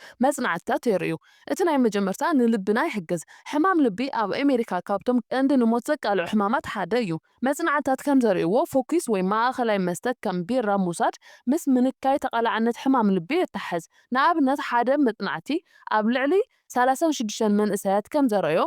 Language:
Tigrinya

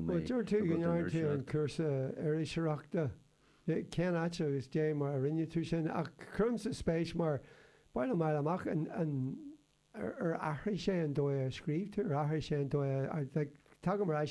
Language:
Irish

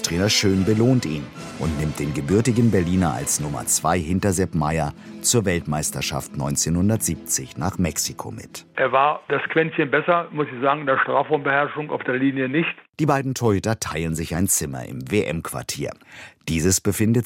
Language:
German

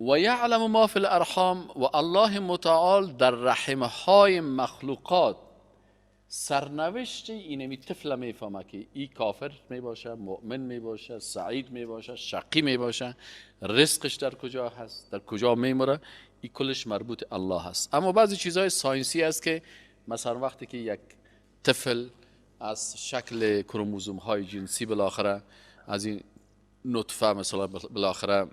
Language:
Persian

